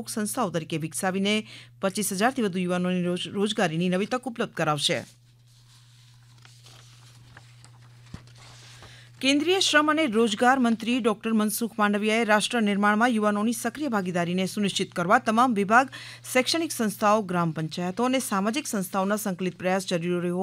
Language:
Gujarati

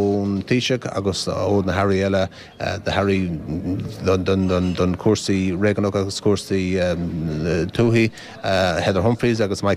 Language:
Irish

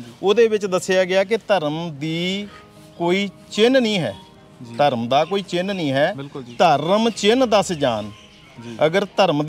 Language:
Punjabi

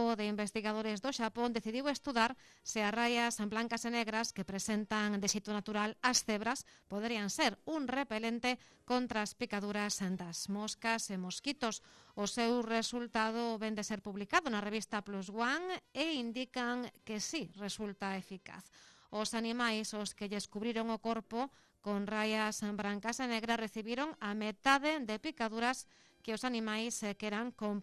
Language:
Galician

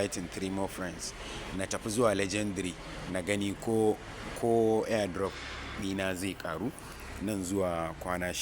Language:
Hausa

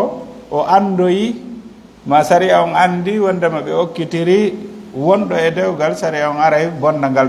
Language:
Fula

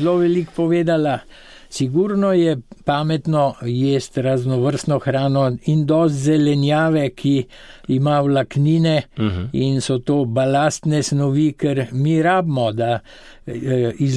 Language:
Slovenian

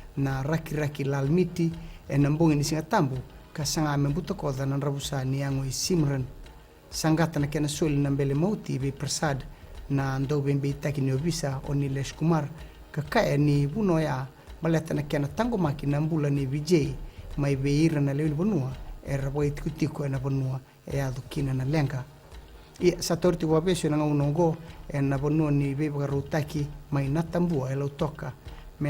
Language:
Fijian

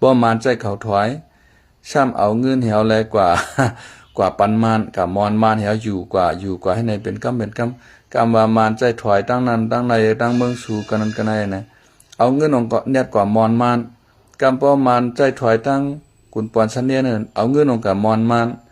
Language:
Shan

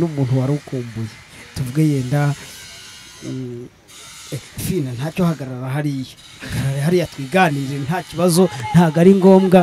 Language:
Kinyarwanda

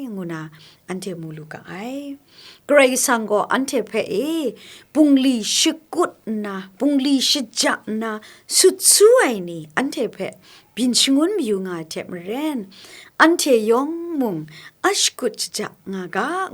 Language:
Kachin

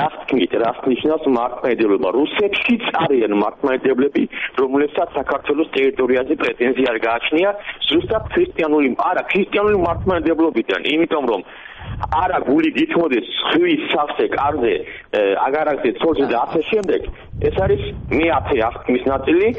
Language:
Georgian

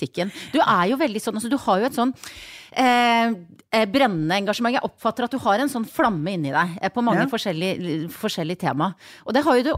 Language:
Norwegian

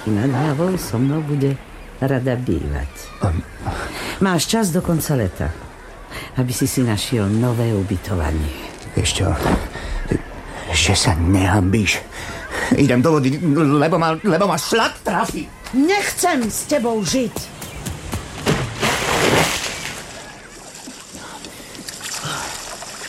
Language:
Slovak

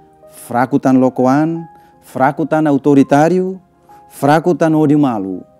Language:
Tetum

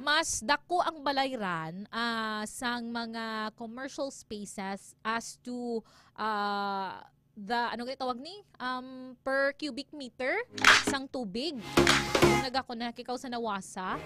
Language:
Hiligaynon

